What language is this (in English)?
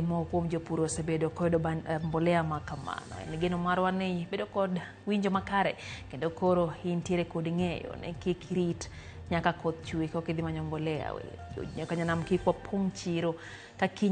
Luo (Kenya and Tanzania)